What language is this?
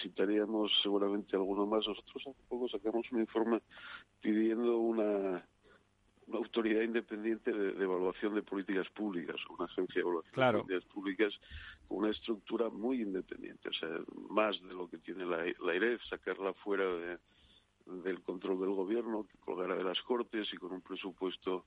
Spanish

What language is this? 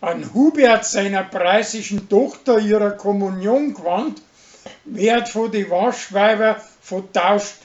Bavarian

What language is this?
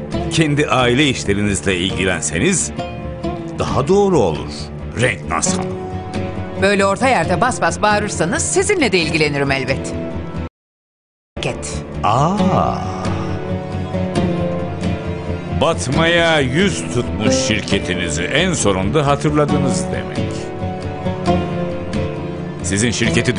Turkish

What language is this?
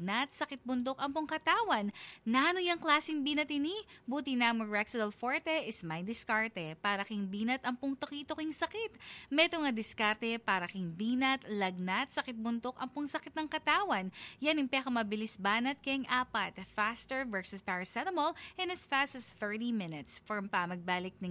Pampanga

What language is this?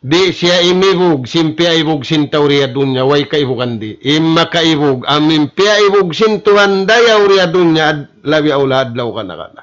Tausug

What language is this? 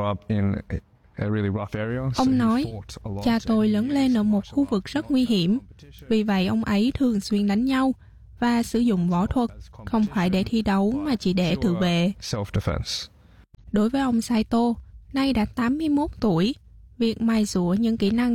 Vietnamese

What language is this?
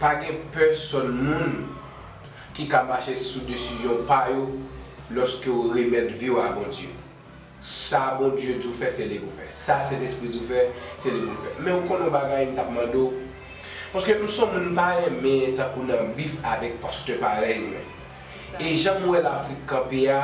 Haitian Creole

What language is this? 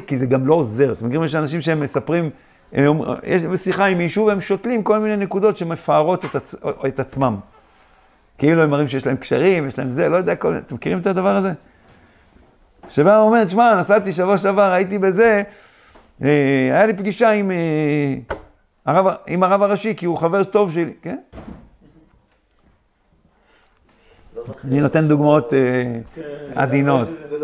Hebrew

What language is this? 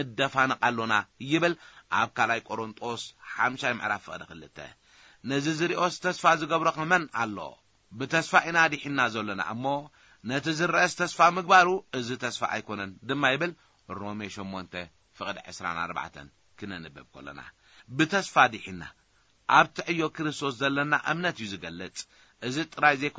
Tigrinya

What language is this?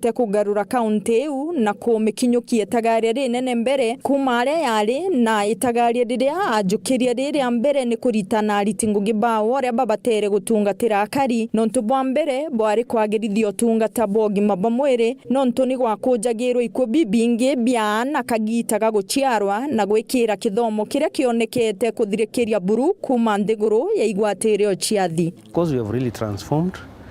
Meru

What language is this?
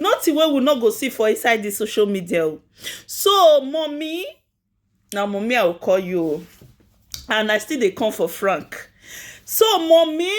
Nigerian Pidgin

